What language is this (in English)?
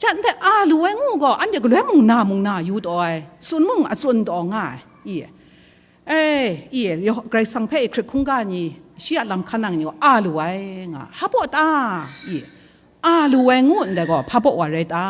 Kachin